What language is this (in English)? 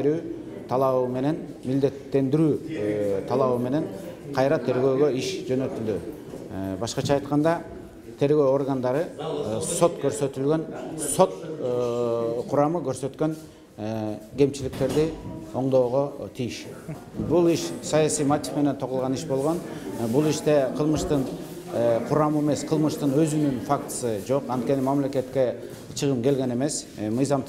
Kyrgyz